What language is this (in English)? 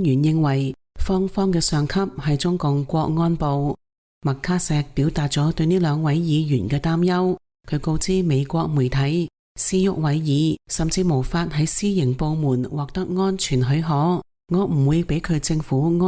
Cantonese